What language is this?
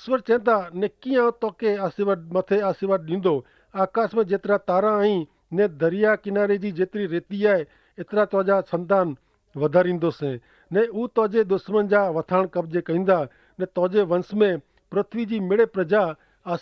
Kachhi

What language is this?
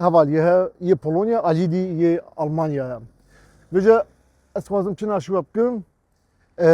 Kurdish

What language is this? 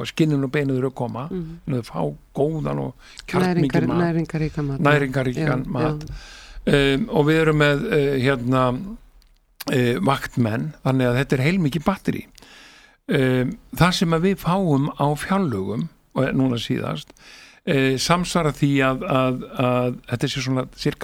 Icelandic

